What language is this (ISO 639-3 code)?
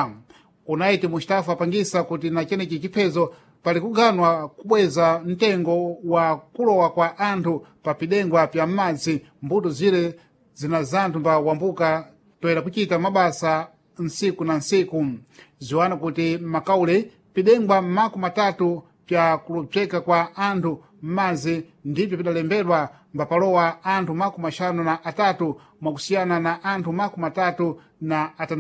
seh